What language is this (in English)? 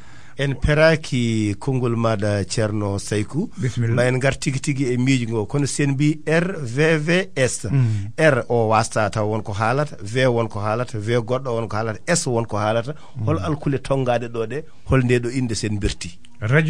Fula